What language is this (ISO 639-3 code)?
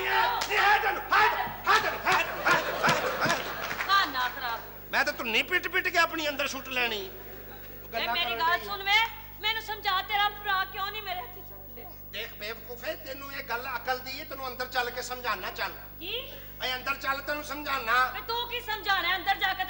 pan